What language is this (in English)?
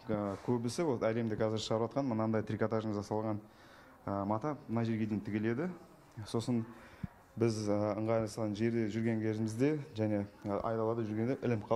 Kazakh